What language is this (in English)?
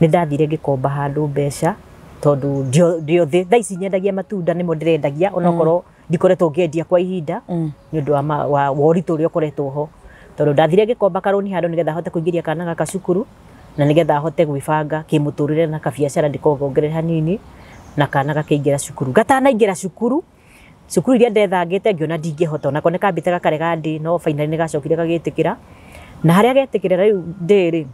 Kikuyu